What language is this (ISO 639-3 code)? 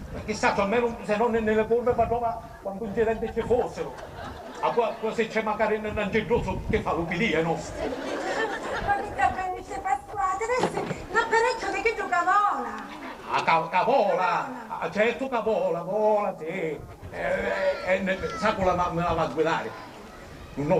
scn